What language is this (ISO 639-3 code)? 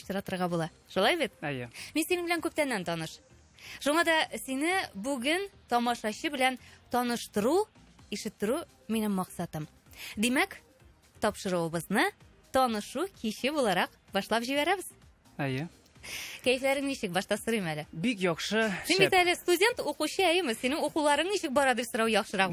tat